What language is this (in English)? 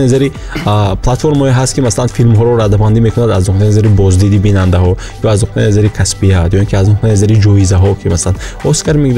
Tajik